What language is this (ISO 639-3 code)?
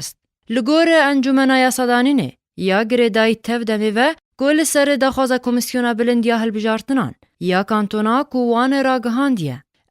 kur